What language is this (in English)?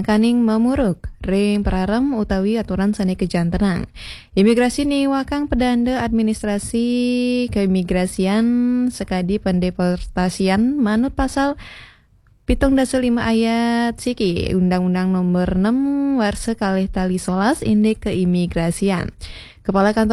Balinese